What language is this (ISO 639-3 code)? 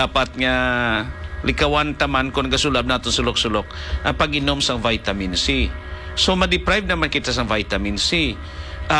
hil